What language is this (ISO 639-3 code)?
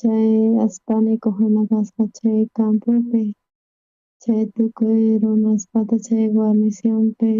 quh